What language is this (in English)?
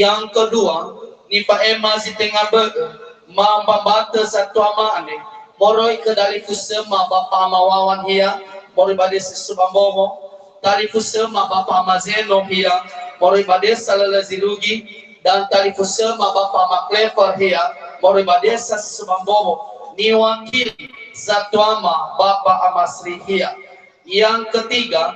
Nias